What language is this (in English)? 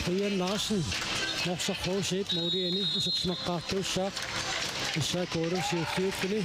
Kalaallisut